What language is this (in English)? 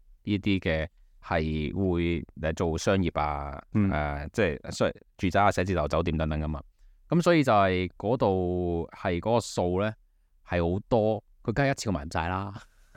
Cantonese